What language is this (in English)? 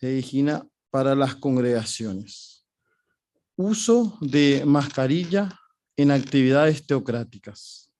Guarani